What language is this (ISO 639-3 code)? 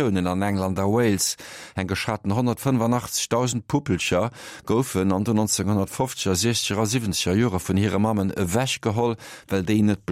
ltz